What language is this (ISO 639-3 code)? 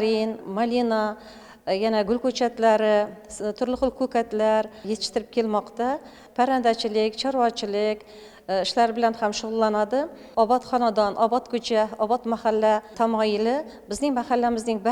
uzb